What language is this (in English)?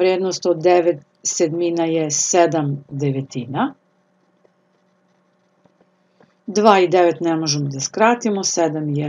Serbian